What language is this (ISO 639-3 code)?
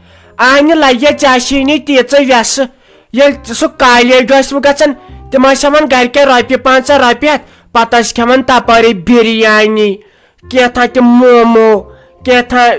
kas